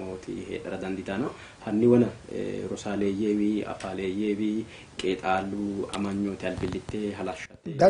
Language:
Sidamo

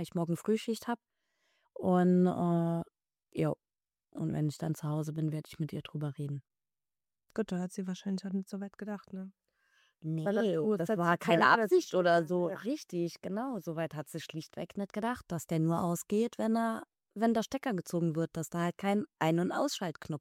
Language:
German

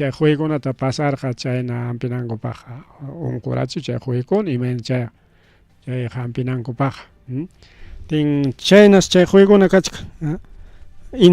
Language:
Ayacucho Quechua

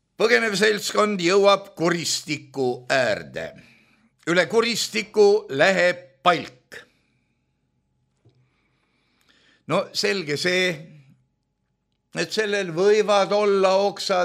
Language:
Estonian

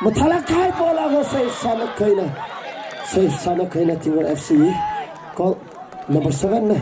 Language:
Tangkhul Naga (India)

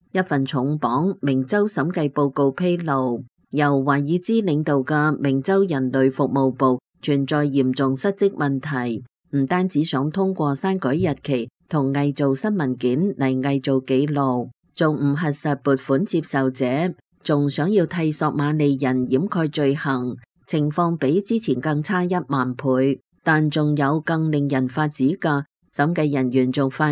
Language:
Cantonese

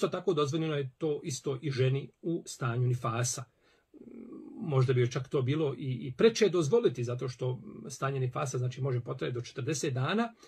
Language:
Bosnian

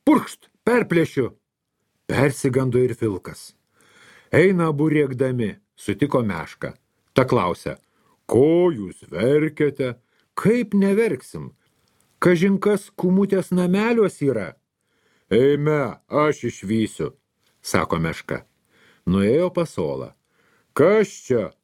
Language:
Lithuanian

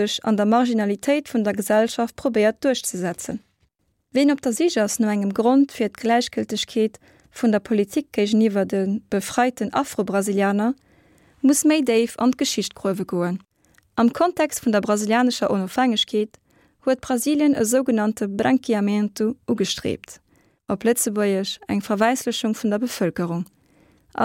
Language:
Luxembourgish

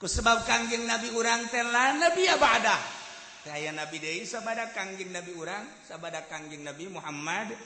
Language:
Sundanese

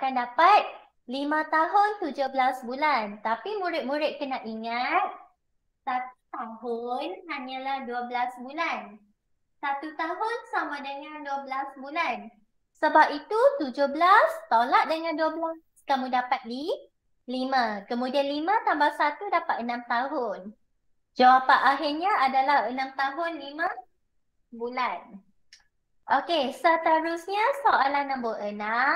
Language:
Malay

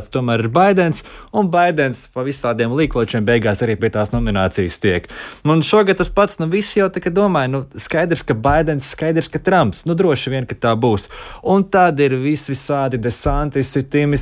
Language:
Latvian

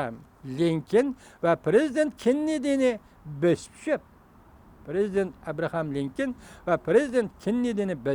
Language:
Uyghur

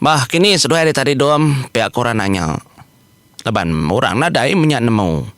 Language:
Iban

